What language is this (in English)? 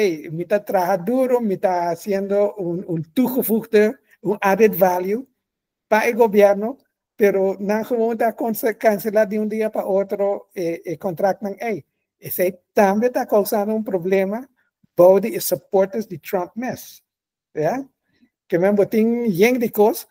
Papiamento